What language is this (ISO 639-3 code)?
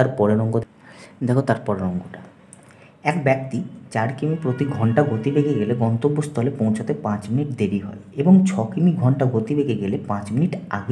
ben